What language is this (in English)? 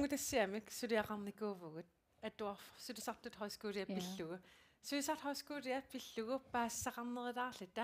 Kalaallisut